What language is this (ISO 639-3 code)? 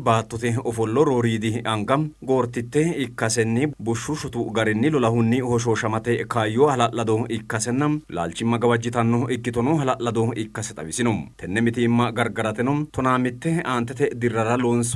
sid